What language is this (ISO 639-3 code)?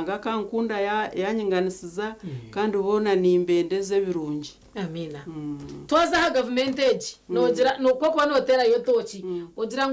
nyn